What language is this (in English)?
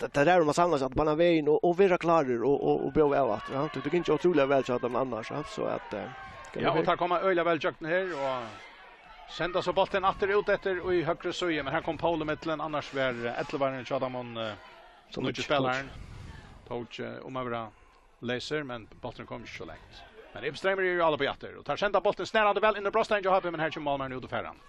Faroese